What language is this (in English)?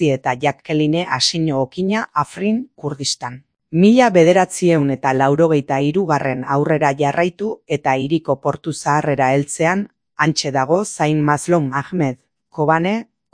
Basque